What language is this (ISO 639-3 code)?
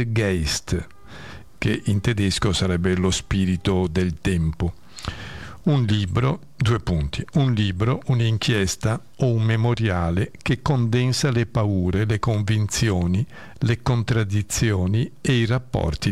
ita